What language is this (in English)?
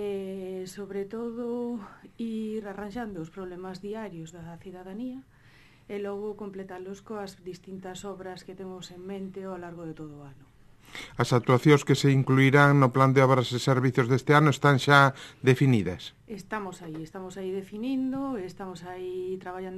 Galician